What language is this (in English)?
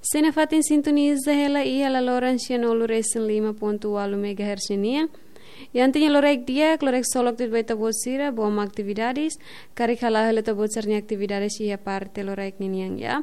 Tetum